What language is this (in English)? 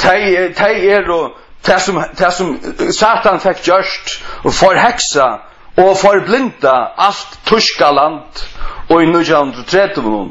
Faroese